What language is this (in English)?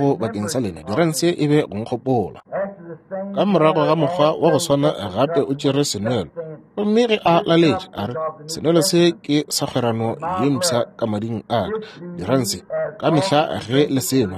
Northern Sotho